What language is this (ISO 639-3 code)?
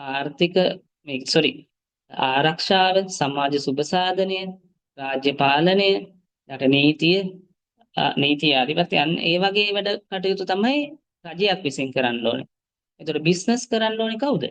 sin